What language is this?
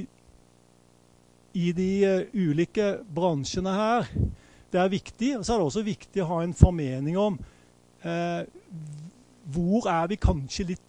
Norwegian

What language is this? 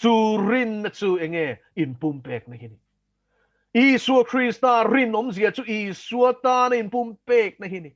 Mizo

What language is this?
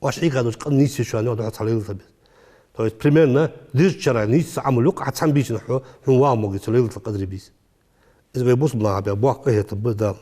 Ingush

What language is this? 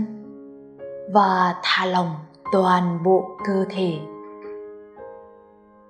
Vietnamese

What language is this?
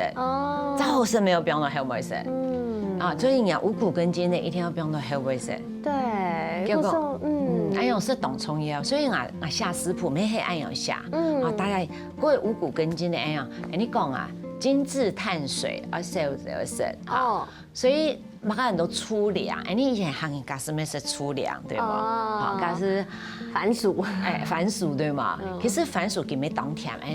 Hakka Chinese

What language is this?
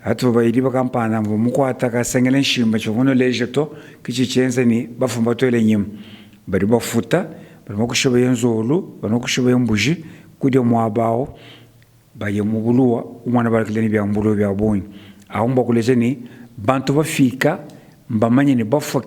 Luba-Lulua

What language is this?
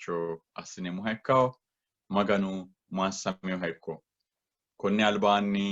Sidamo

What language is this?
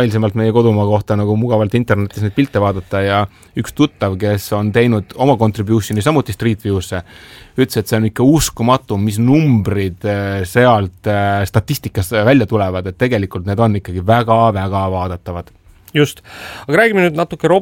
Estonian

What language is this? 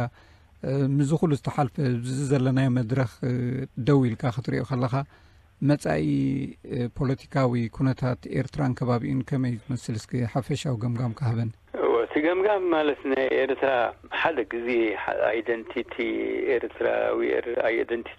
Tigrinya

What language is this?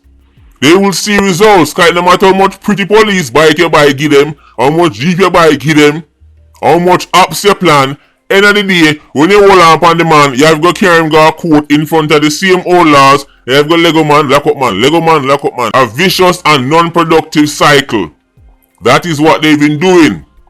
Jamaican Creole English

